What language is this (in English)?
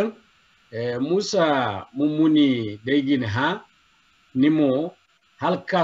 Zarma